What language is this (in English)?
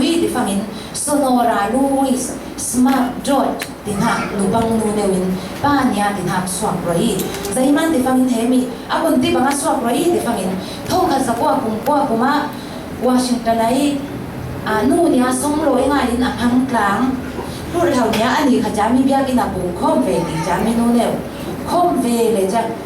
Falam Chin